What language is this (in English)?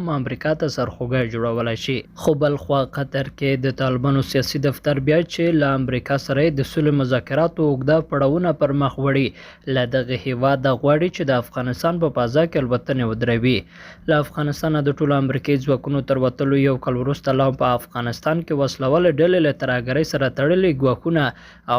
Pashto